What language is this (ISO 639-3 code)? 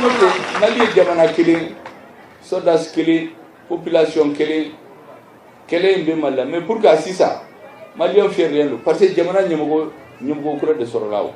bam